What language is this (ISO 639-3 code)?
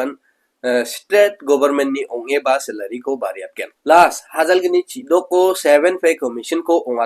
grt